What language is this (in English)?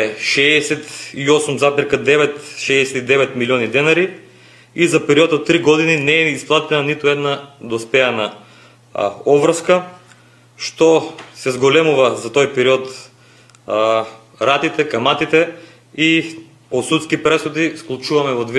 Macedonian